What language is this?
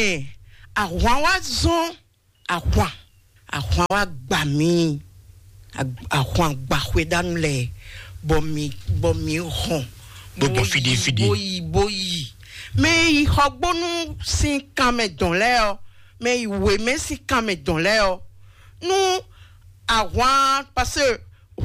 Fon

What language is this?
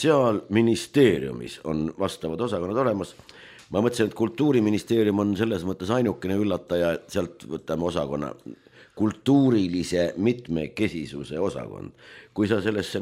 Estonian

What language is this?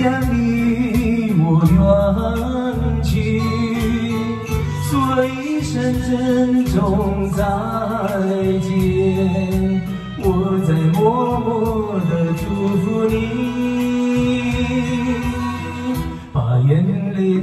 Chinese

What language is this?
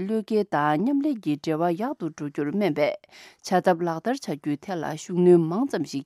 Tibetan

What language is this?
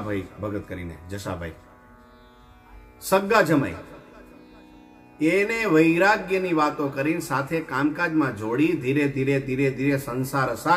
Gujarati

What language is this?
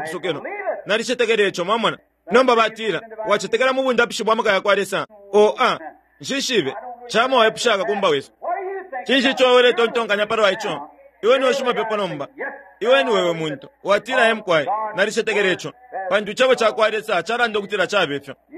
Bemba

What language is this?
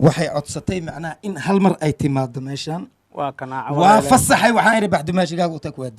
Somali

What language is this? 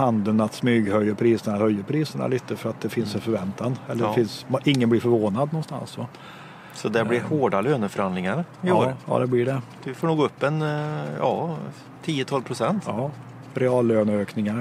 Swedish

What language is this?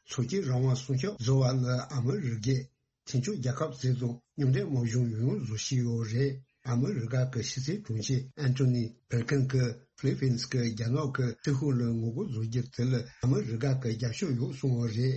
Tibetan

